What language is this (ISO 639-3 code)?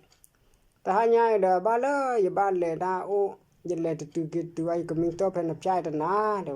ksw